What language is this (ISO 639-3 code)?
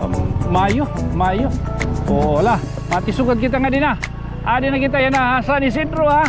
war